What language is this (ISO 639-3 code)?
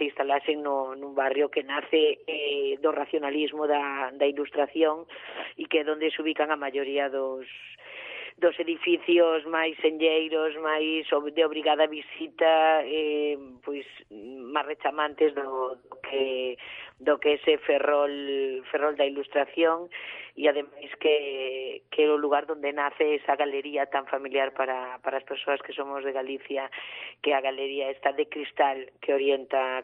glg